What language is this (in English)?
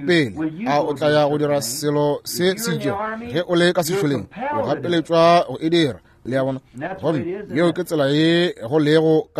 Northern Sotho